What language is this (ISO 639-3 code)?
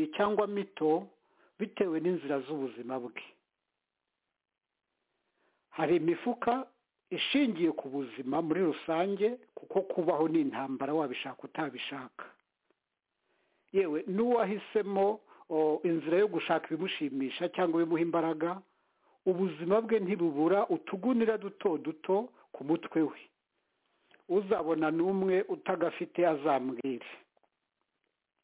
kin